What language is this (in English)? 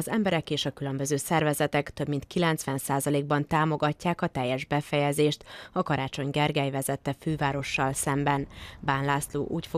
Hungarian